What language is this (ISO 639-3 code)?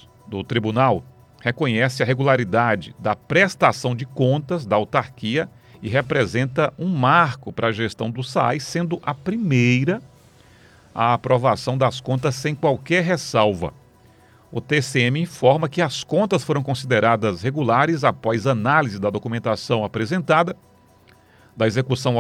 por